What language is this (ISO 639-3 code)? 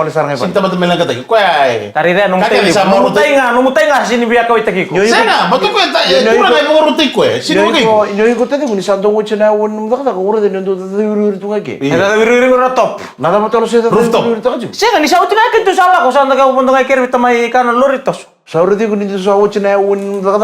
fij